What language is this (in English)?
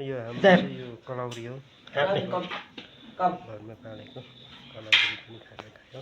Nepali